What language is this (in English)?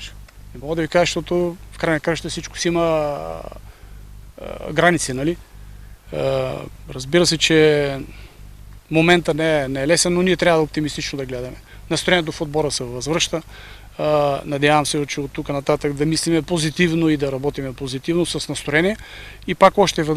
Bulgarian